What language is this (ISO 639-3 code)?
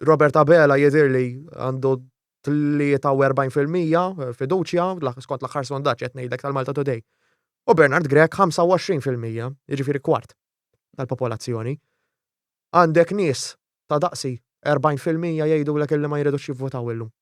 mlt